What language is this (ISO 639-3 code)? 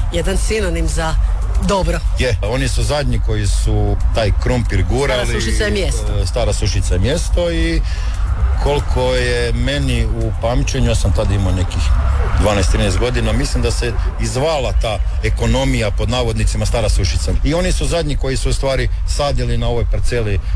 hrv